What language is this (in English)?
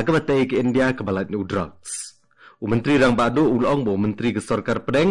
Khasi